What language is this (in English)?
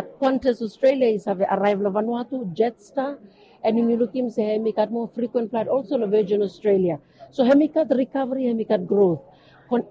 Bislama